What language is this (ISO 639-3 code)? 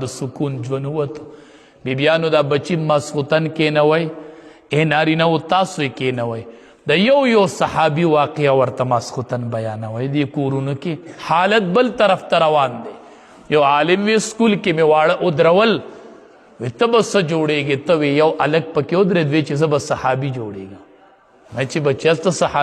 pus